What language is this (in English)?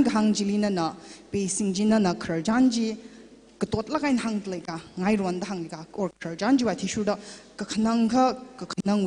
Tangkhul Naga (India)